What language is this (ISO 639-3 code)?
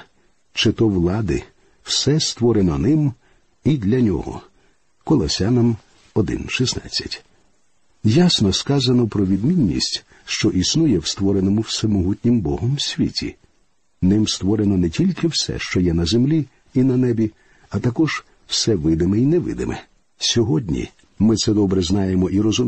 ukr